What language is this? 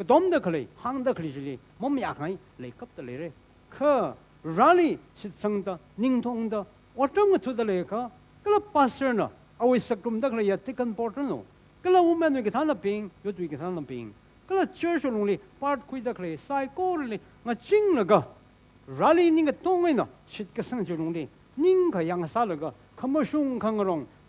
Tangkhul Naga (India)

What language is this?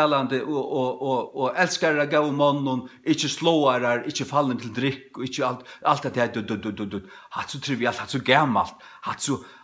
Faroese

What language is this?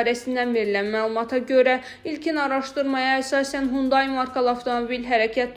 Azerbaijani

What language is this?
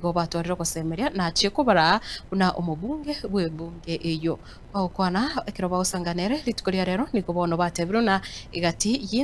Gusii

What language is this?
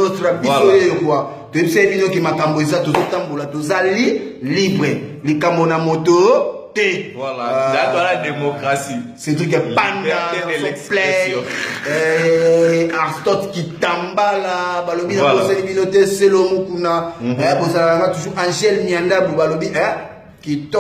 Lingala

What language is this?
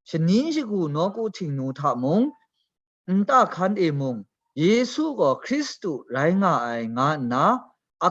Kachin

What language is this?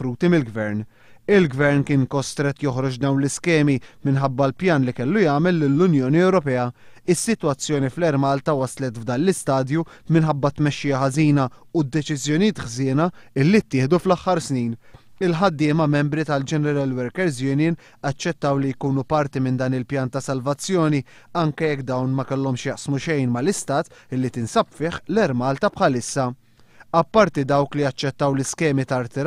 Maltese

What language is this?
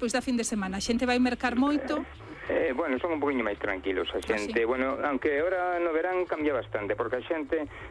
Galician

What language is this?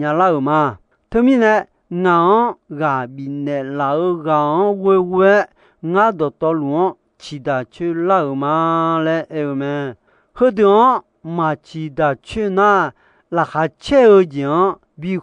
Akha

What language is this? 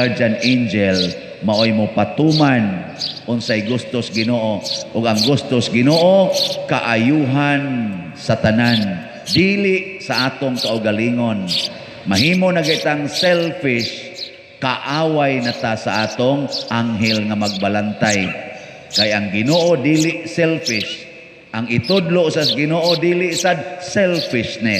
Cebuano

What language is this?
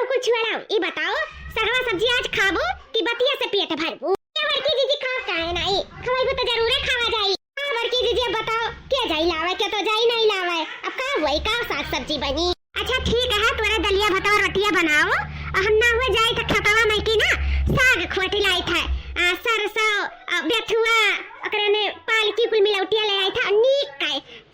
Awadhi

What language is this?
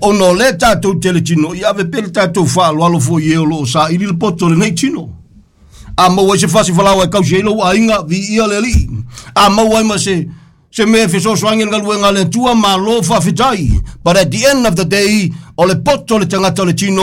Samoan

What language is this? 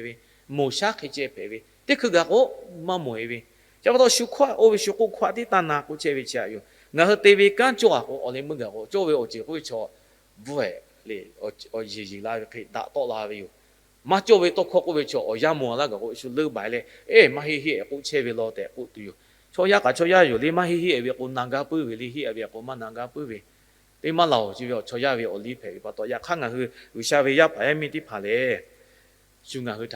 Lahu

